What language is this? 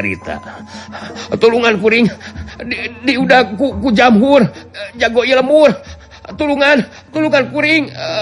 Sundanese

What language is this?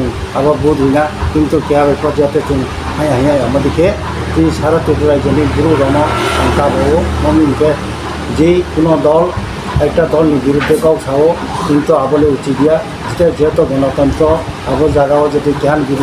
Riang (India)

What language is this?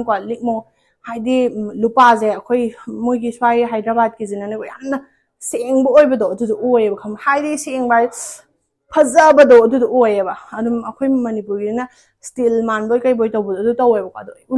Manipuri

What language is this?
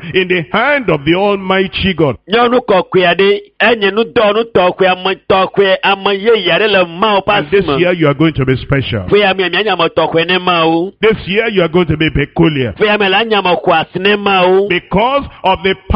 Ewe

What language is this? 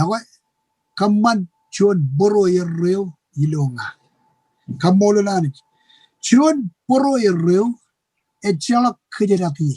Marshallese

